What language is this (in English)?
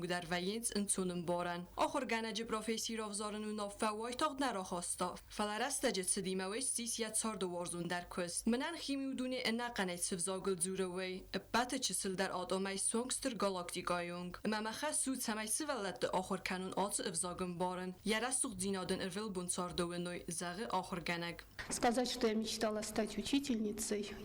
Ossetic